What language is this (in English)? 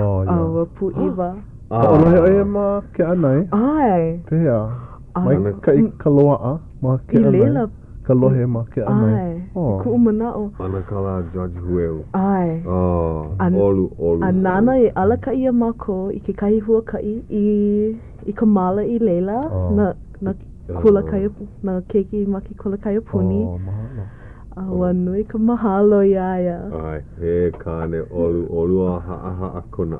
Hawaiian